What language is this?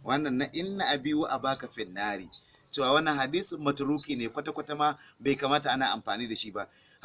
Hausa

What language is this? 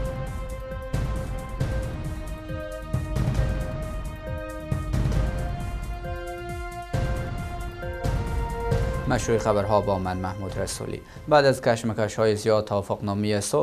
Persian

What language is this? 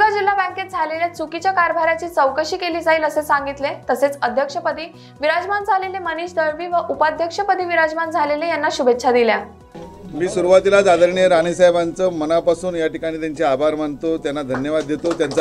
Marathi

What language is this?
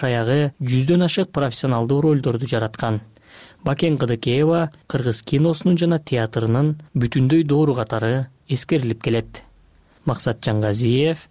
Kyrgyz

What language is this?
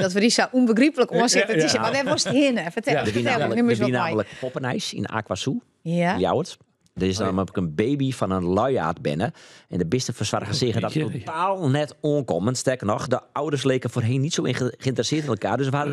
Western Frisian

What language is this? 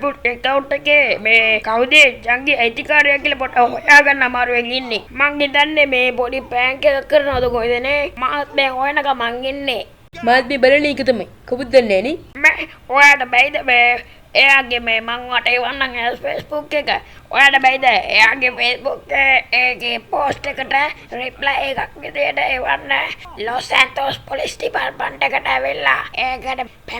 Sinhala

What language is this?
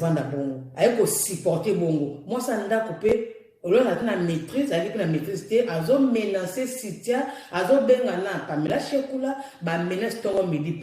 Lingala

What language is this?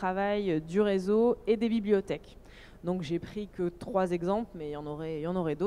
French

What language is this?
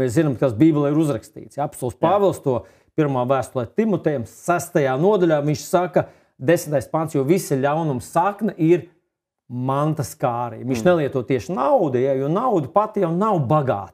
Latvian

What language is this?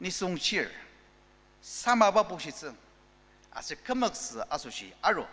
Ao Naga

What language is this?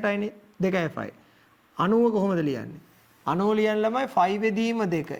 Sinhala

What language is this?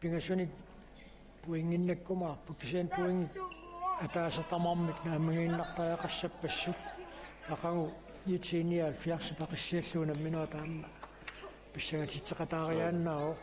Kalaallisut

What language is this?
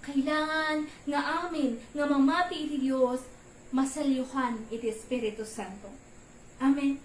Iloko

